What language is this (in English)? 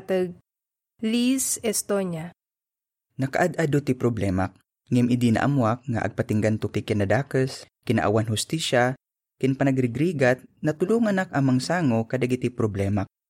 Iloko